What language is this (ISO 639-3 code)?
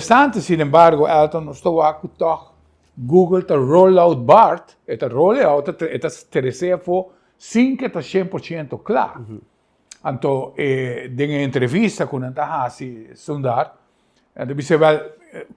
pap